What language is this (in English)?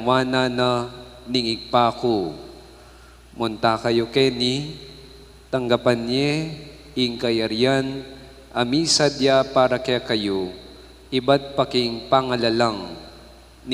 Pampanga